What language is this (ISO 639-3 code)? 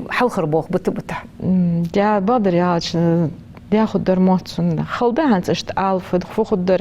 inh